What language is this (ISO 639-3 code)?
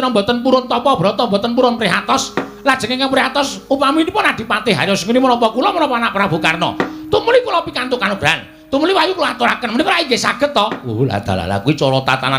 jav